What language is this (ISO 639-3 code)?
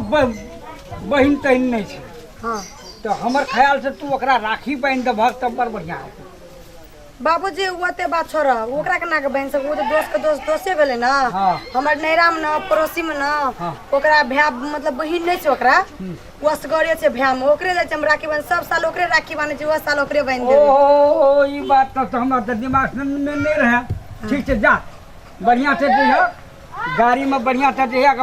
mai